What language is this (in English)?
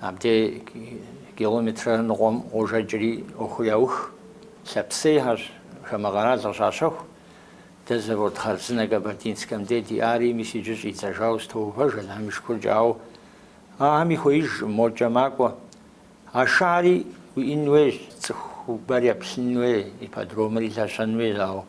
Kabardian